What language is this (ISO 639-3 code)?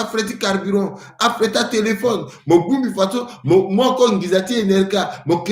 sag